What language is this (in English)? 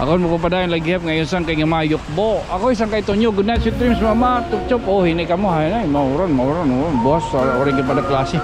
Waray